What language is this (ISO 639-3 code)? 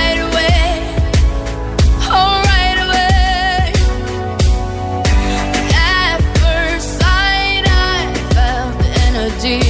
cat